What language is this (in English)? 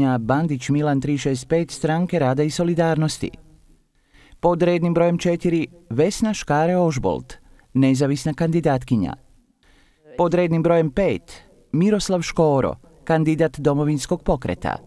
Croatian